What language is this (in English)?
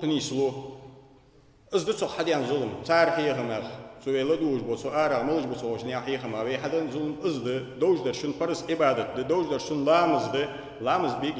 Ingush